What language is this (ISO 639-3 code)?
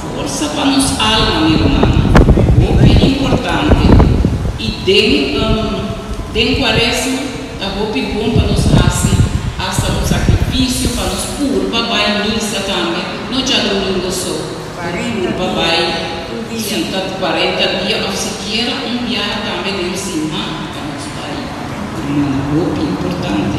pap